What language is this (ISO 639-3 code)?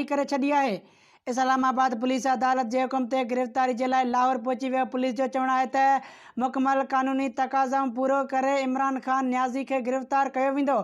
snd